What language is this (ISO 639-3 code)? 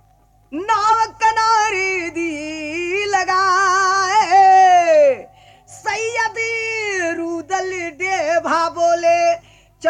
bho